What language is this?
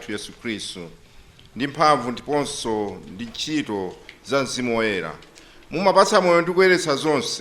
Nyanja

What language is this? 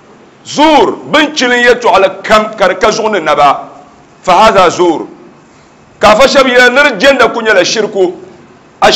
Dagbani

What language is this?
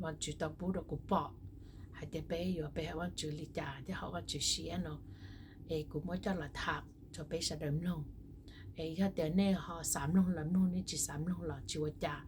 Hmong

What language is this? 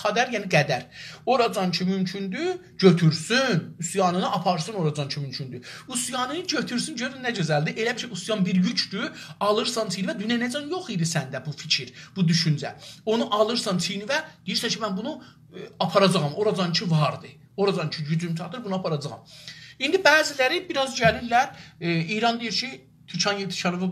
South Azerbaijani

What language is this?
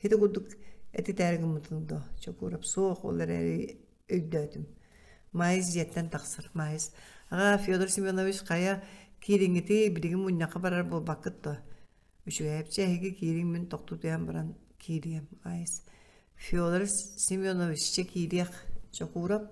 Yakut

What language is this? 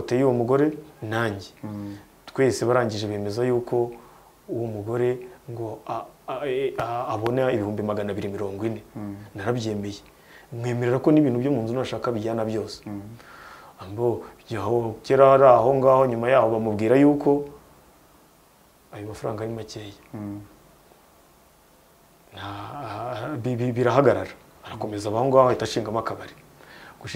Kinyarwanda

